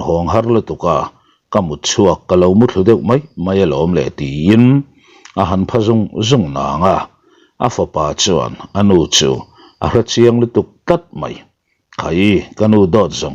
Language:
Mizo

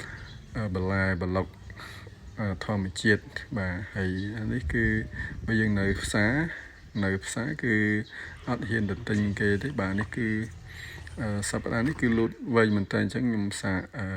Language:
Khmer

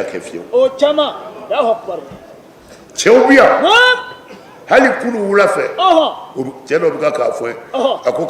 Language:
Bambara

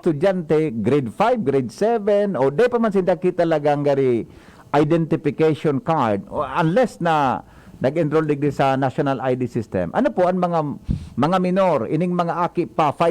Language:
Bikol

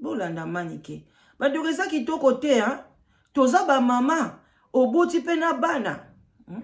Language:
Lingala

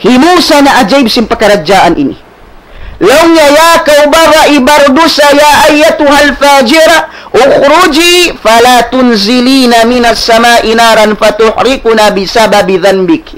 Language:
Tausug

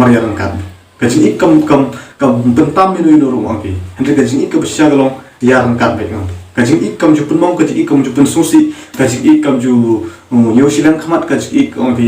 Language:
Khasi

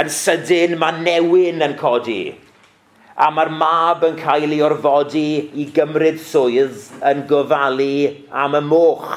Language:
Welsh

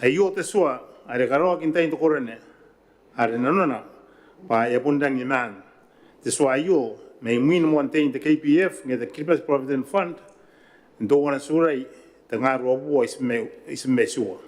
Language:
Gilbertese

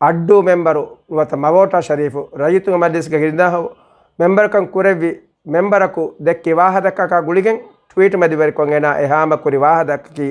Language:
Divehi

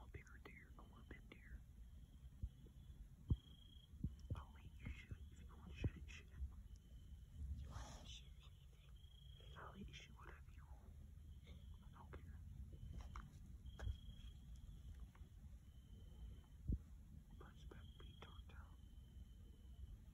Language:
English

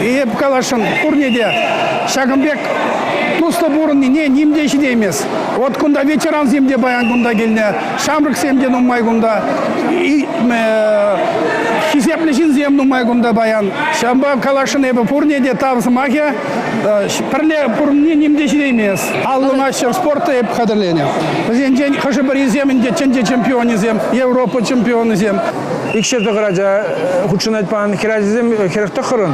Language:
Chuvash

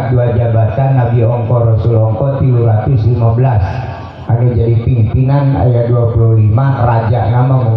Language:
Sundanese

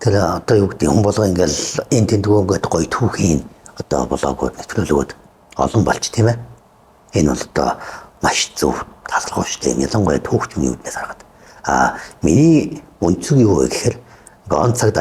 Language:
Mongolian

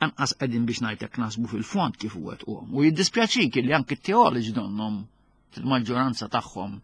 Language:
Maltese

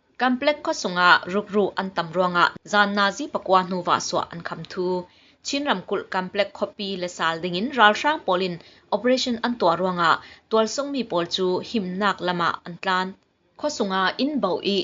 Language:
Falam Chin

